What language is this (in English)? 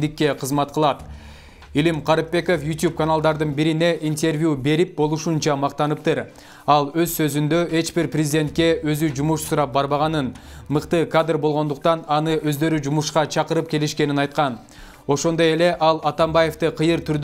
Kyrgyz